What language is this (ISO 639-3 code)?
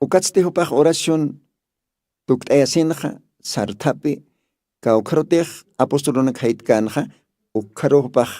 aym